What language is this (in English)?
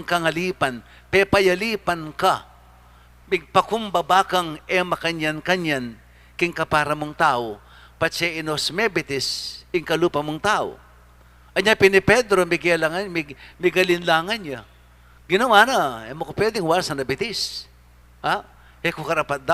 Pampanga